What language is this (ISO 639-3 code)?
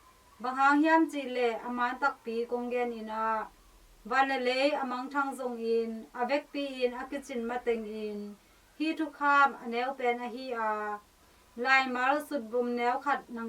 ctd